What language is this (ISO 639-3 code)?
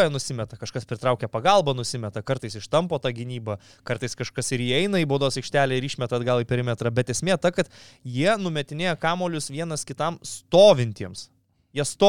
lit